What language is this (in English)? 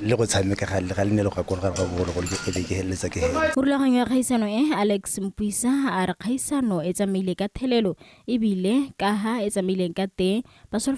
Tswana